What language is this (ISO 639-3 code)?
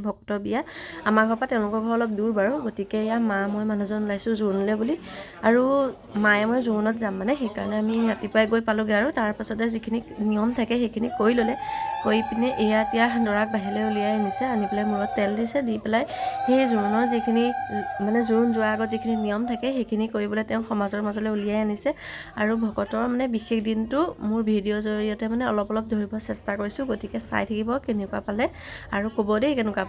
asm